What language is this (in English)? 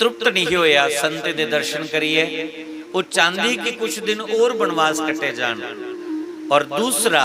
Dogri